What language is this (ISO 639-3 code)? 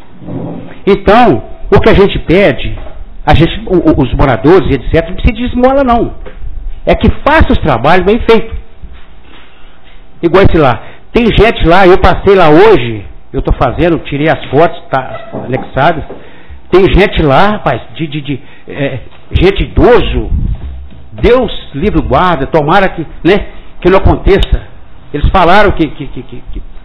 por